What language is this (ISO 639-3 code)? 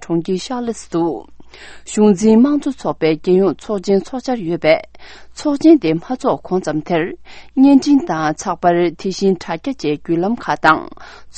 bod